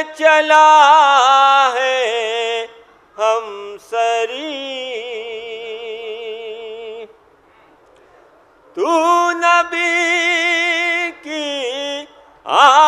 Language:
Urdu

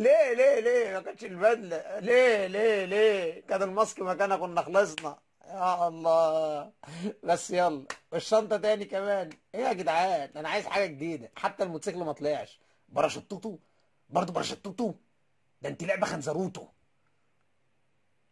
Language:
Egyptian Arabic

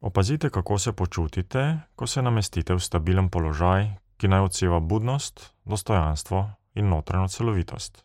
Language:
Slovenian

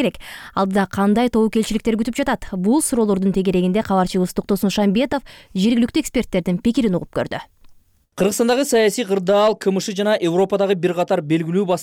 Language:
Kyrgyz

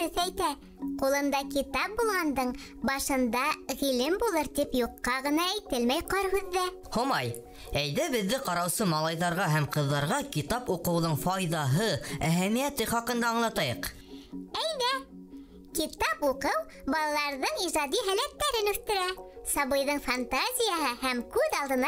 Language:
Bashkir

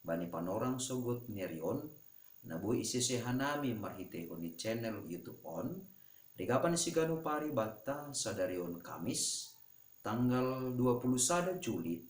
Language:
Batak Simalungun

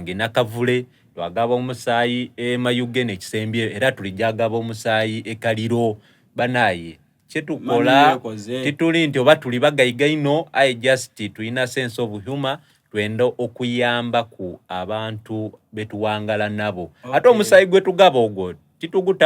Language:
Soga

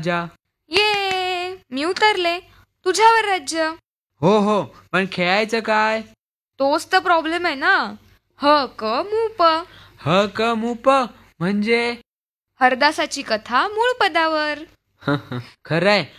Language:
Marathi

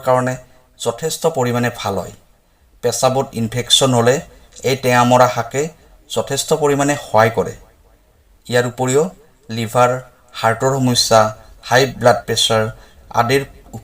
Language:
Assamese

